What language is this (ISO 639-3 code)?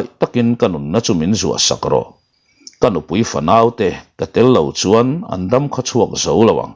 lus